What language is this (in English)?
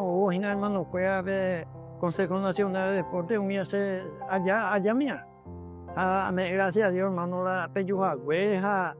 Guarani